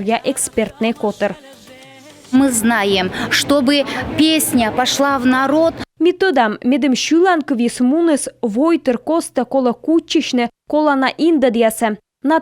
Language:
Komi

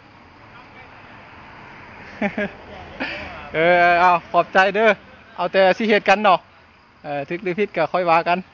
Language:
Lao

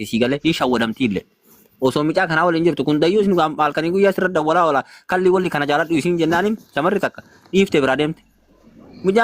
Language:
Oromo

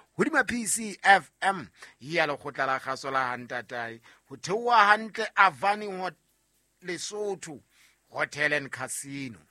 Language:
Southern Sotho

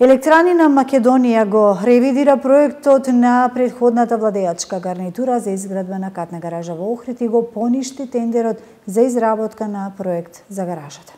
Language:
Macedonian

